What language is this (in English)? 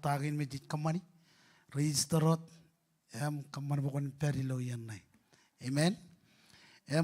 Marshallese